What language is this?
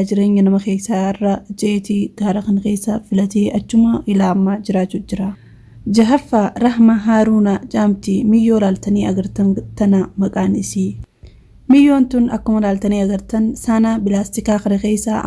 Oromo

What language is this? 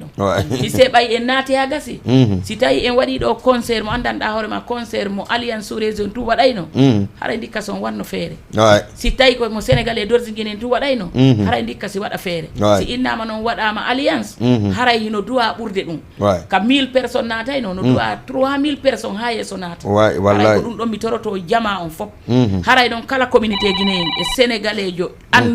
Fula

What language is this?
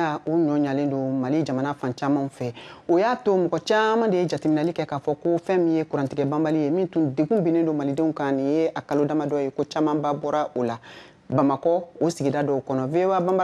Bambara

